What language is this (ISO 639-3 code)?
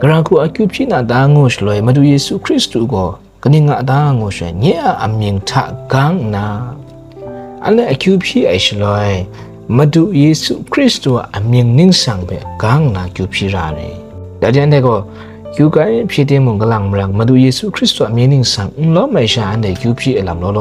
kac